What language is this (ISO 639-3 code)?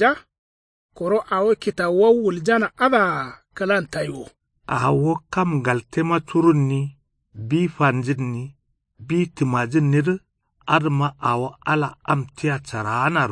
kau